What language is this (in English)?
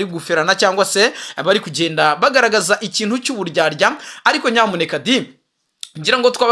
Kinyarwanda